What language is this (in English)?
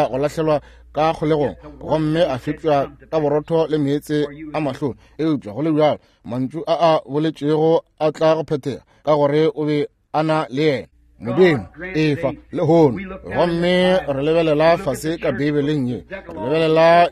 Northern Sotho